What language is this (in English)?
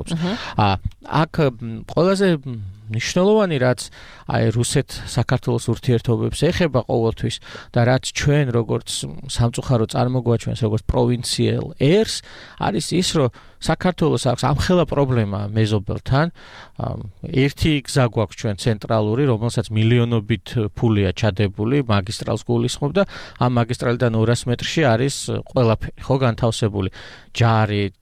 Georgian